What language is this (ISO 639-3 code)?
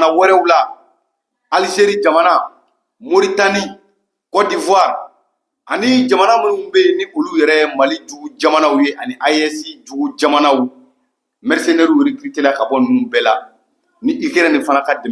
bam